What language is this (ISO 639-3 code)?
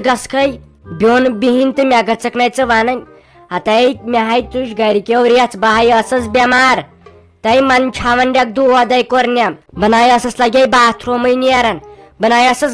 kas